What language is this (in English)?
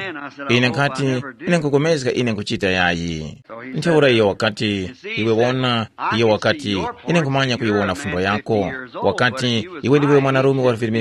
Tumbuka